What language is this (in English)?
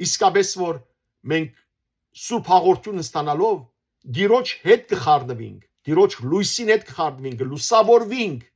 Western Armenian